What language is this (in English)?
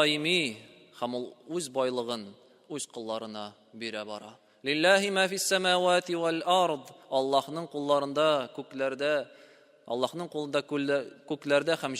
Tatar